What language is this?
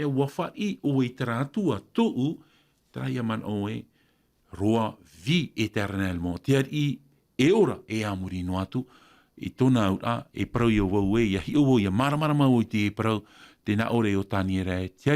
Tahitian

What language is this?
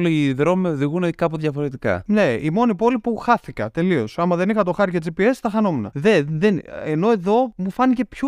Greek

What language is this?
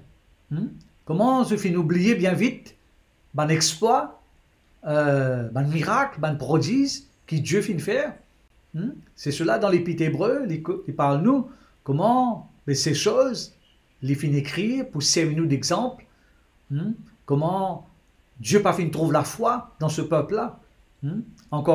Morisyen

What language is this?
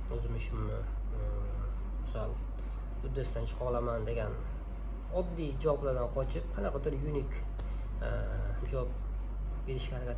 Uzbek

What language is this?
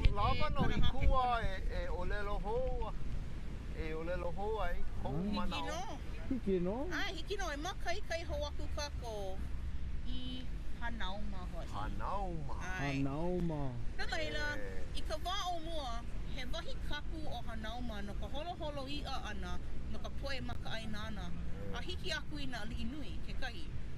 Hawaiian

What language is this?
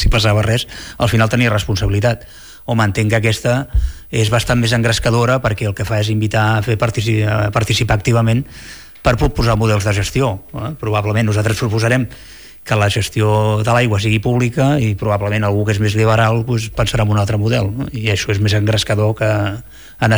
Catalan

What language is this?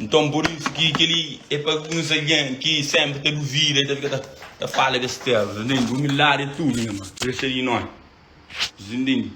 Kabuverdianu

